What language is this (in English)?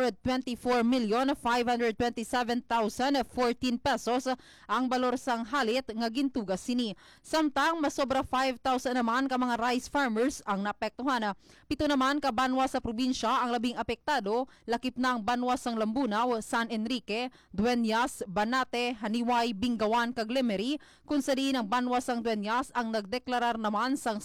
Hiligaynon